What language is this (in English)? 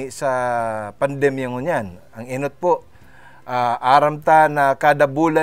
Bikol